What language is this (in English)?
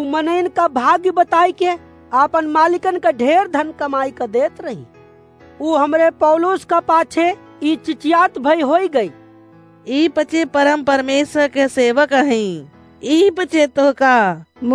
Awadhi